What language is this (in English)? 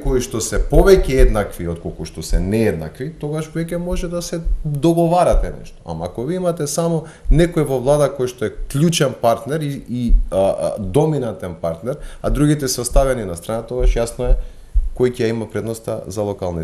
Macedonian